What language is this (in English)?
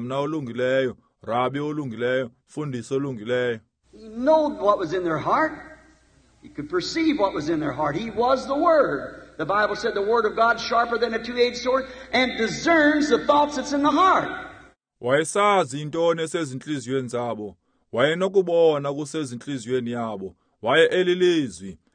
Xhosa